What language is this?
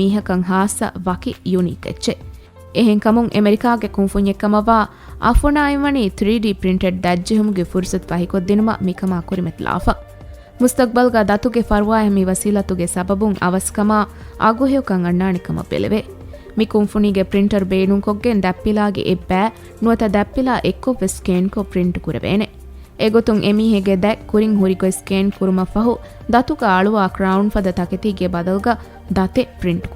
Divehi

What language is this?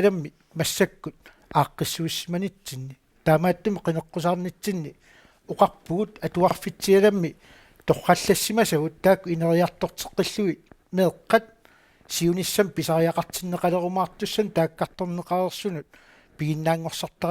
Kalaallisut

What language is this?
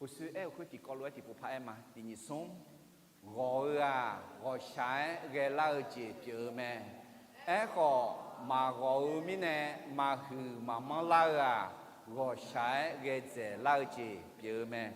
Akha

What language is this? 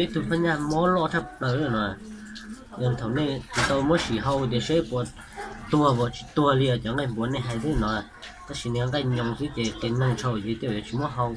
Hmong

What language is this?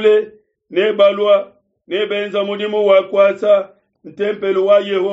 Luba-Lulua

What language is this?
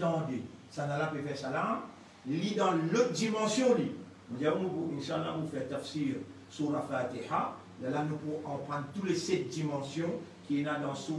Morisyen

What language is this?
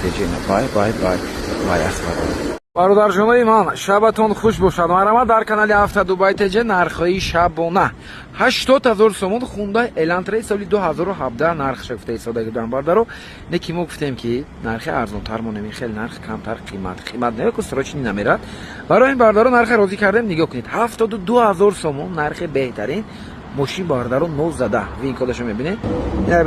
Tajik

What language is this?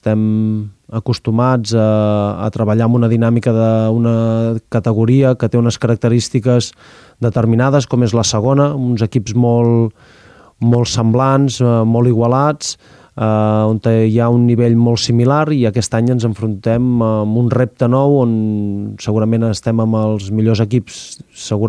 Catalan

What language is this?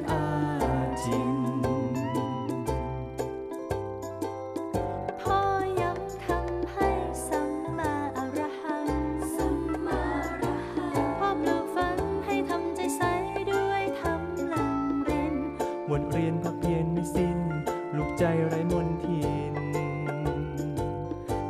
Thai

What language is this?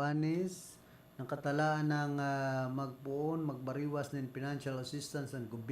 Bikol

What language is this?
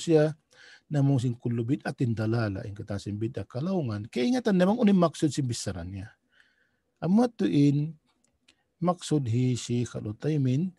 Tausug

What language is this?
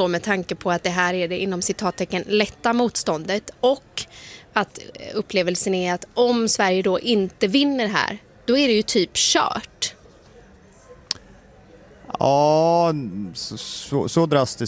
Swedish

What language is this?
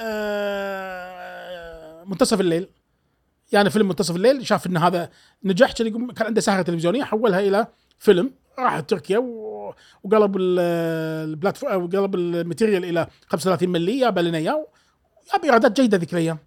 Gulf Arabic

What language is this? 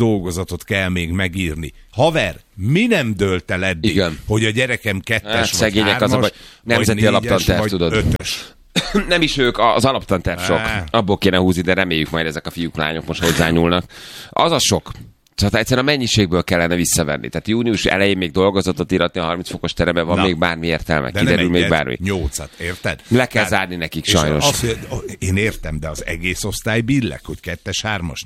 Hungarian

